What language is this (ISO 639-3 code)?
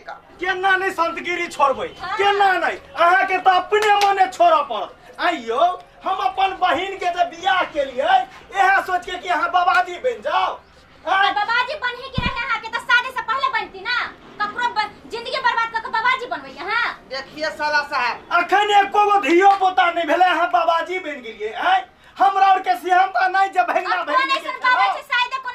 mai